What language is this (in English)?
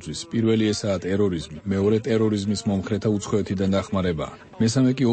Georgian